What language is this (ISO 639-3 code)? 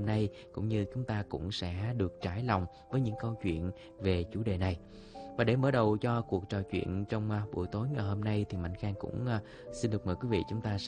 vie